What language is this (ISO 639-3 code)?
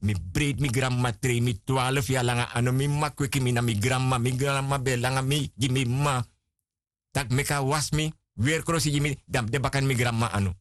srn